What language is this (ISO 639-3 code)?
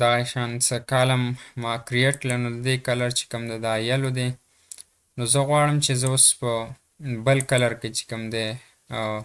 pus